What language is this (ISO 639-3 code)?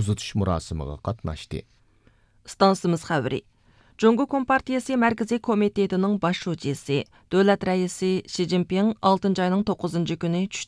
uig